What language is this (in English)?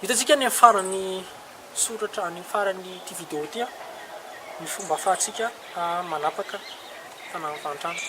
Malagasy